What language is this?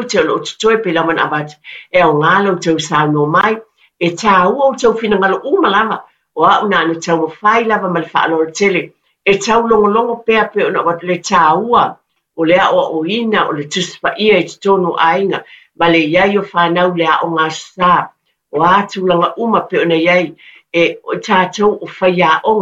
Samoan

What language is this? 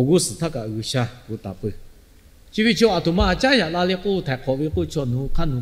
Lahu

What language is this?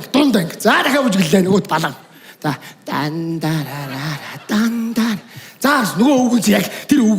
Mongolian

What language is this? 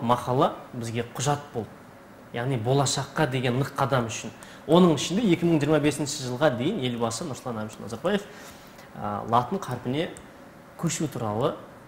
Kazakh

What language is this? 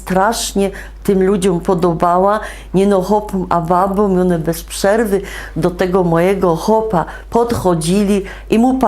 Silesian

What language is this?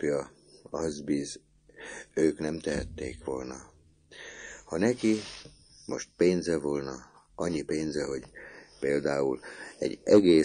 Hungarian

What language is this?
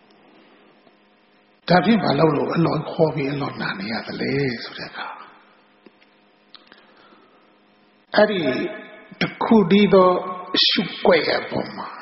Burmese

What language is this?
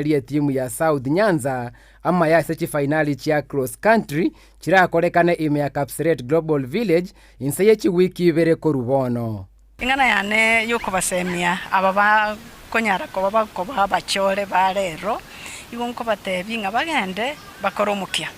Gusii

